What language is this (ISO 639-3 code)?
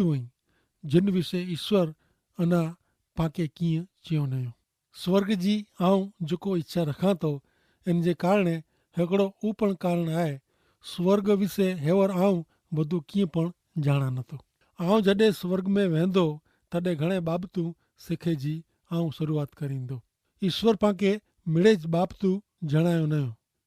kfr